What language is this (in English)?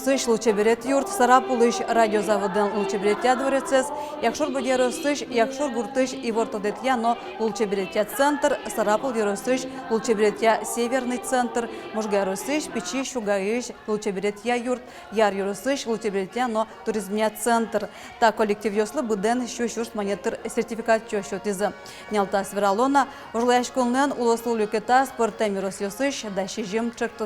Udmurt